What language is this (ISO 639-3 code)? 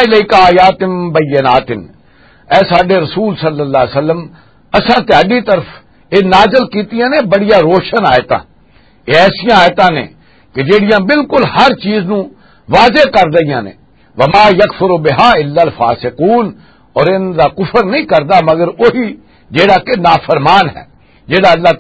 lah